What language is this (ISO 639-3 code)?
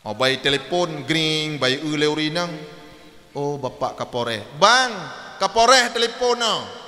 ace